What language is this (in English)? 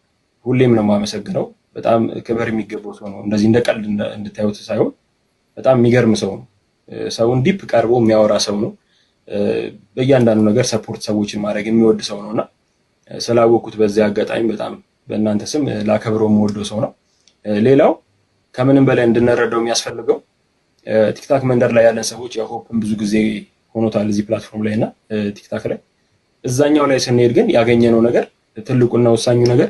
Amharic